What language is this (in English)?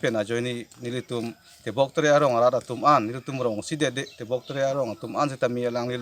Karbi